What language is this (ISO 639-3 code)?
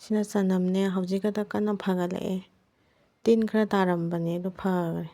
mni